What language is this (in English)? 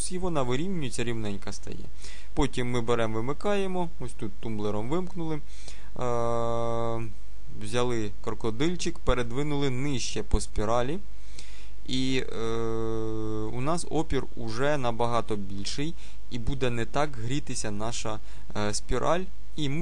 Ukrainian